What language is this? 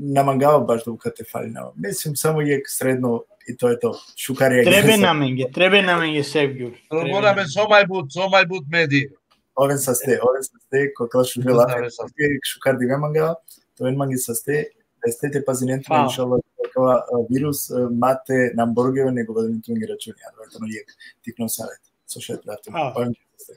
Balkan Romani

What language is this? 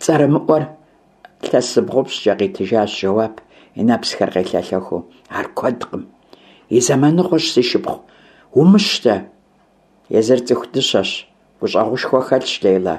Kabardian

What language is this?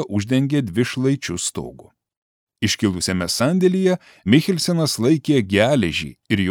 Lithuanian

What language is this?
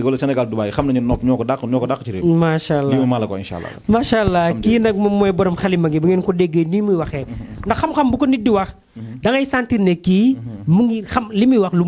Wolof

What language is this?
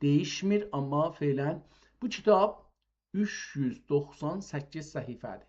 South Azerbaijani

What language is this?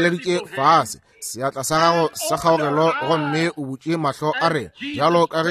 Northern Sotho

